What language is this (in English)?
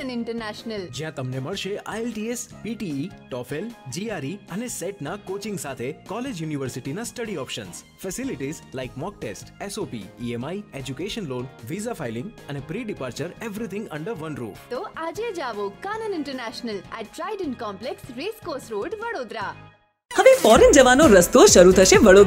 Gujarati